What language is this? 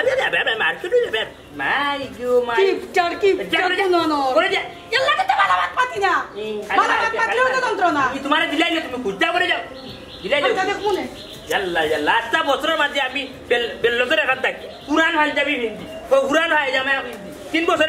Sylheti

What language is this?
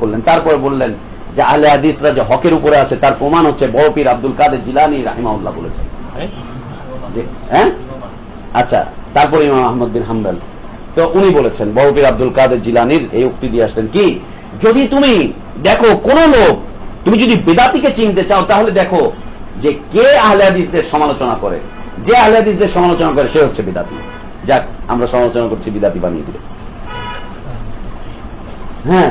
Bangla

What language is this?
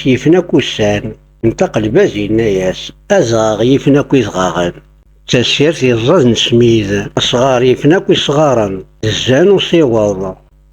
Kabyle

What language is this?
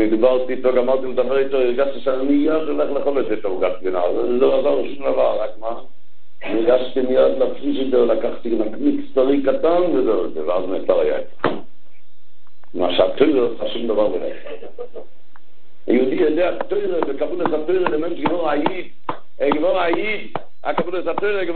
Hebrew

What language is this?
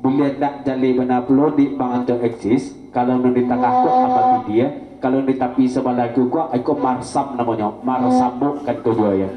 Minangkabau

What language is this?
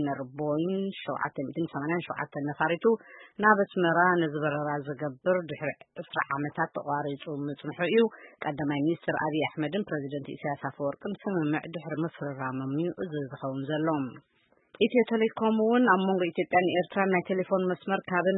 Tigrinya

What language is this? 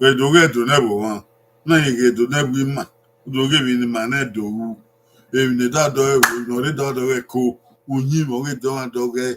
Bini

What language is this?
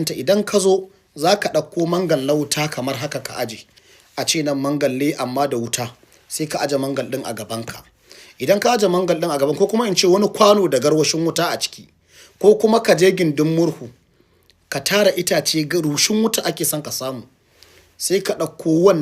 Hausa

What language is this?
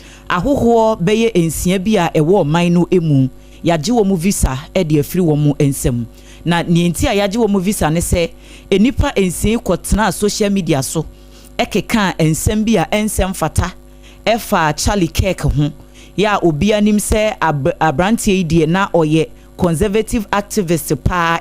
Akan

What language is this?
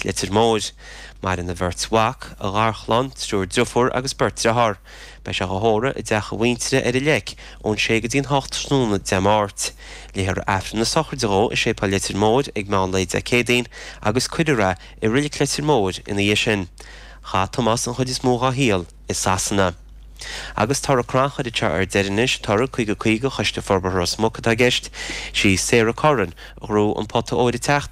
Irish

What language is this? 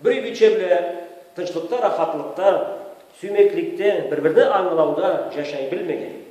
Karachay-Balkar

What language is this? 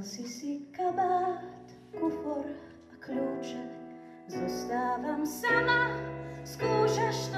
Slovak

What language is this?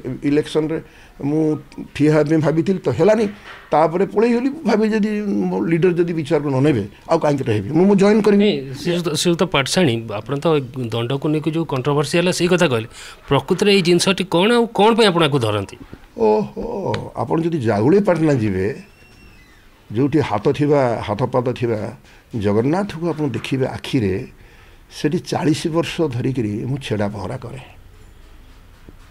Odia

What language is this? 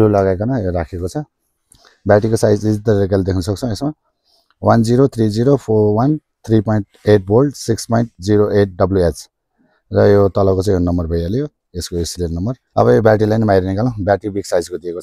Nepali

